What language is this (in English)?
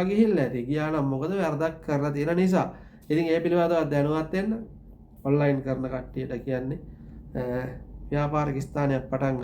Sinhala